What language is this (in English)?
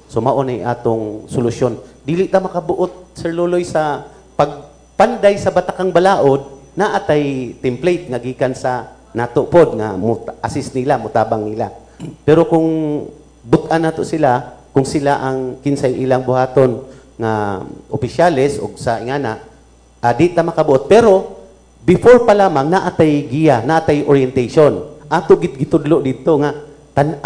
Cebuano